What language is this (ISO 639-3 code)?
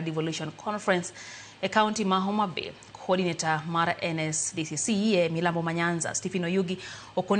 luo